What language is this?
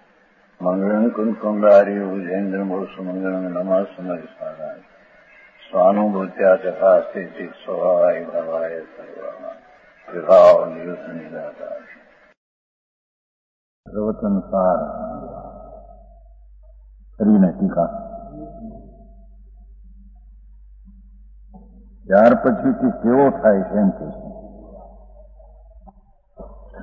Gujarati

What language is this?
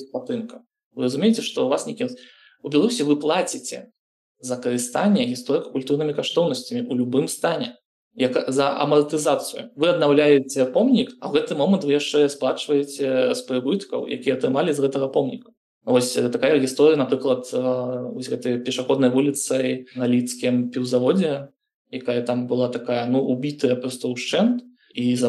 Belarusian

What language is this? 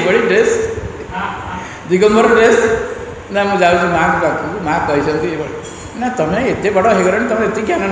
Odia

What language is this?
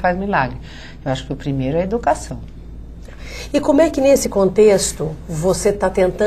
Portuguese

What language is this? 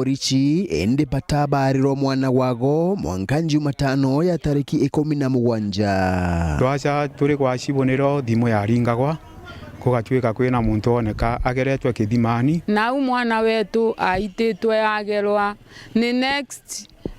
Meru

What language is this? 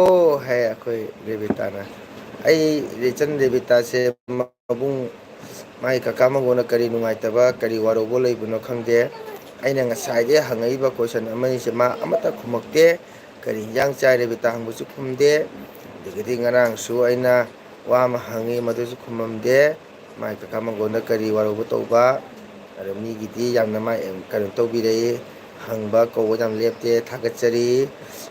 Manipuri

